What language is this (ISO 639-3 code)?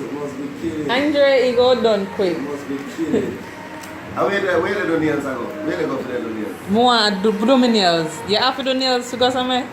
jam